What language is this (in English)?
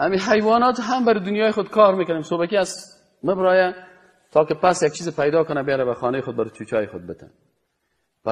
Persian